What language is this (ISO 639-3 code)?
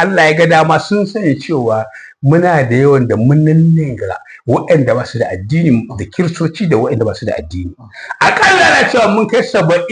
hau